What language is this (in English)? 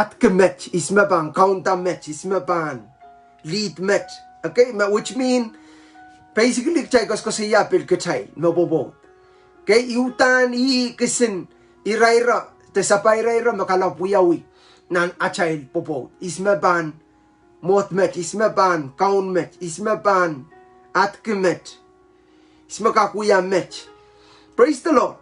Pohnpeian